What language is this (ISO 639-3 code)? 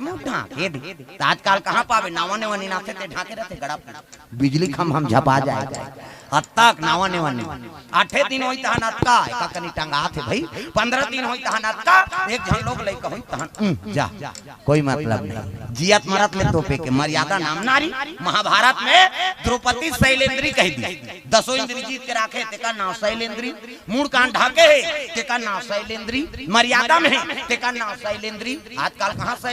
hne